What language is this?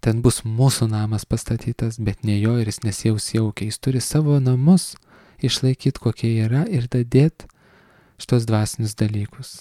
Lithuanian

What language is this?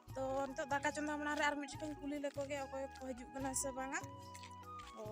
Santali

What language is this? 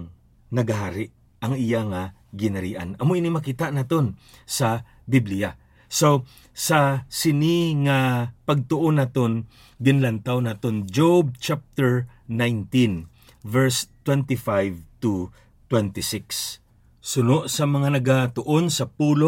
Hiligaynon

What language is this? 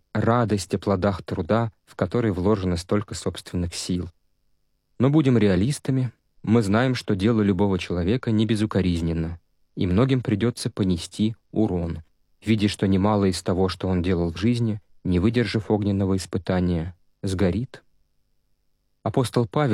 Russian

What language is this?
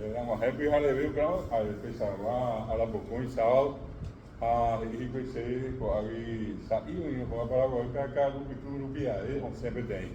Guarani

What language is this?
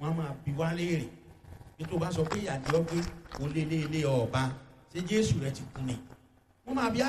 Yoruba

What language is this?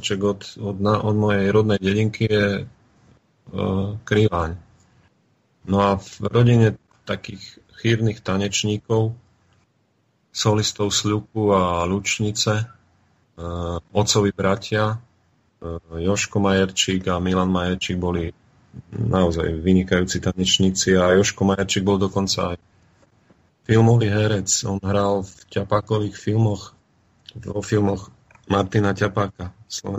Slovak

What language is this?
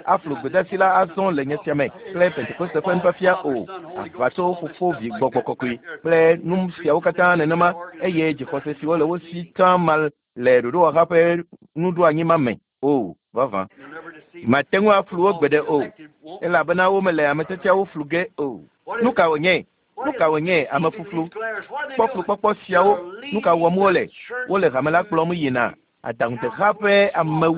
Ewe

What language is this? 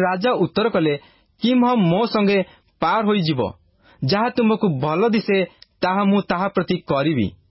Odia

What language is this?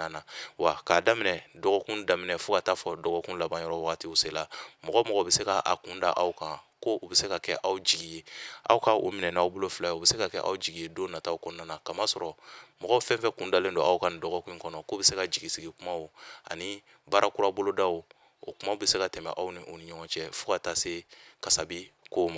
Bambara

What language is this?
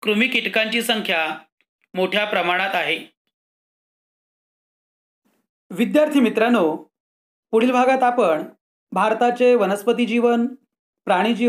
Marathi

